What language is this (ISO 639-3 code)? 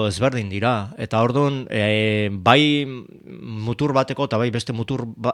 eus